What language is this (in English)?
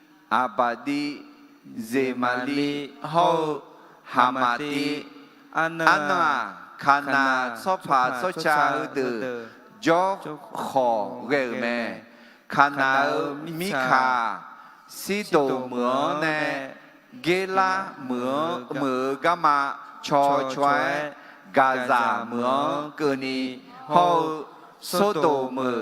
Akha